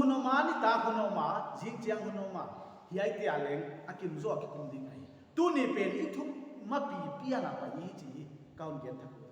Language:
Paite Chin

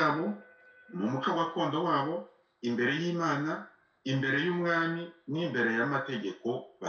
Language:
Kinyarwanda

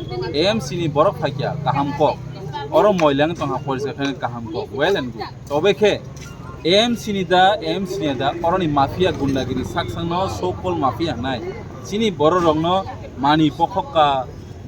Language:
Kok Borok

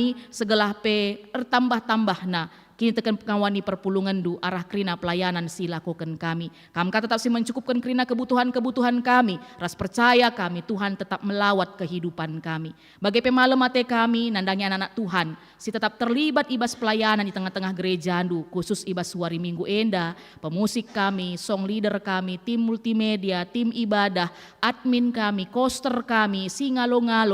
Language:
Batak Karo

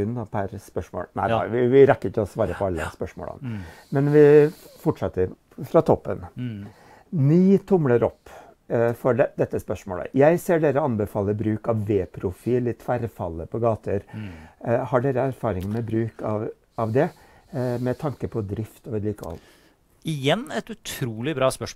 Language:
Norwegian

